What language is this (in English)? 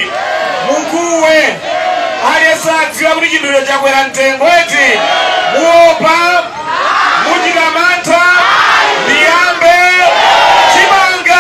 Nyanja